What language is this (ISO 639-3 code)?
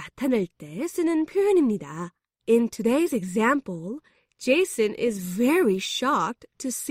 kor